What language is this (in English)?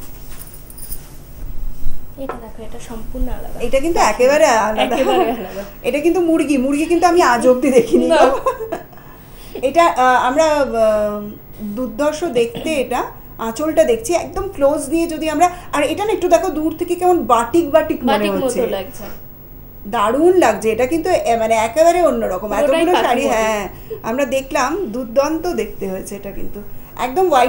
Bangla